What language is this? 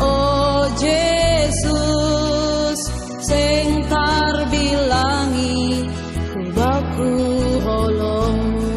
Batak Simalungun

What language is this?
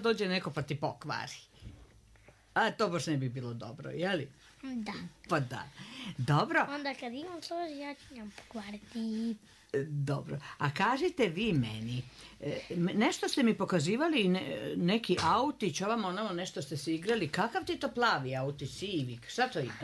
Croatian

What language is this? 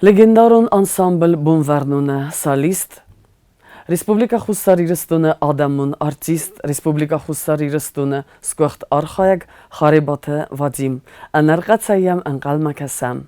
Ossetic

